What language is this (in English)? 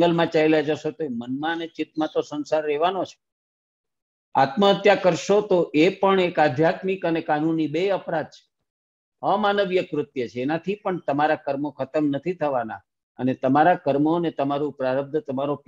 Gujarati